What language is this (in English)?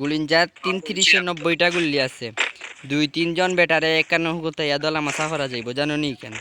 Sylheti